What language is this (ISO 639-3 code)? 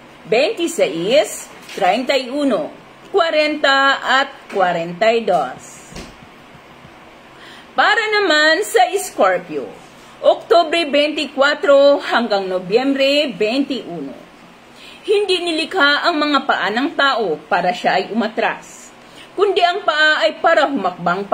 fil